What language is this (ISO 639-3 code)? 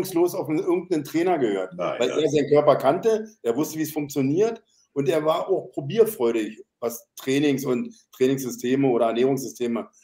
deu